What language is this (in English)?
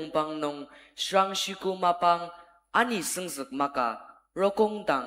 Ao Naga